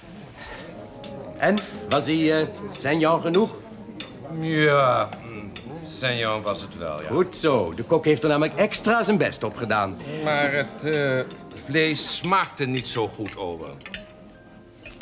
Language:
Dutch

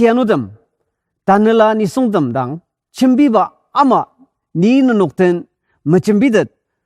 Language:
Ao Naga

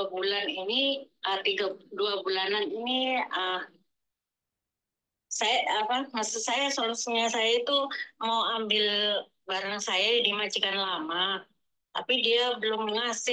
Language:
Indonesian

